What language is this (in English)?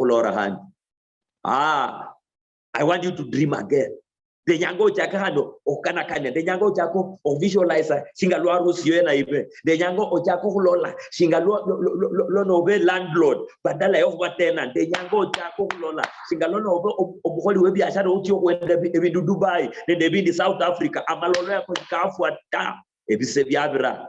Luyia